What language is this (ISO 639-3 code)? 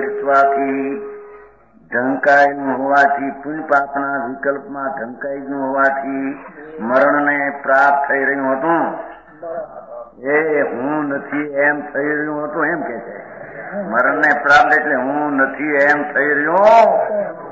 guj